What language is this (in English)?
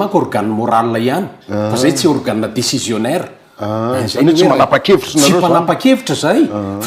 Malagasy